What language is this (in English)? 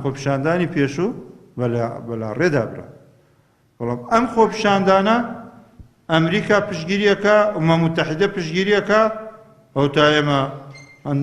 Central Kurdish